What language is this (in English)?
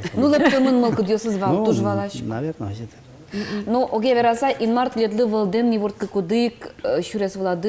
Udmurt